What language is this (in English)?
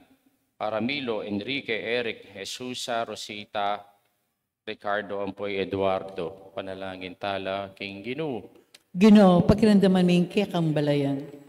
Pampanga